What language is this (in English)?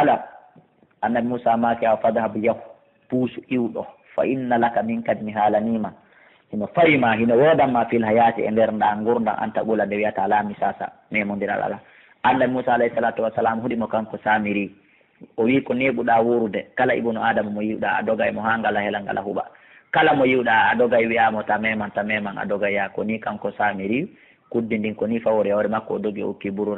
Fula